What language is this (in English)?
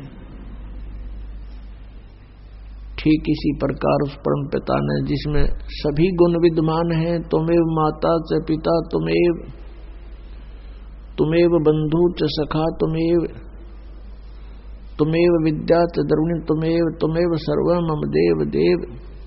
Hindi